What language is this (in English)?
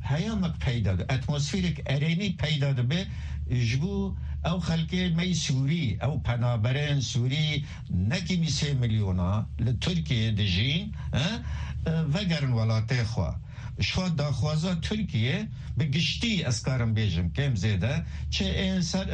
Kurdish